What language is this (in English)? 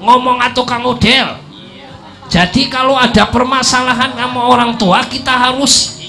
Betawi